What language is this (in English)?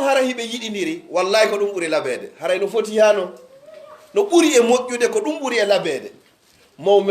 Pular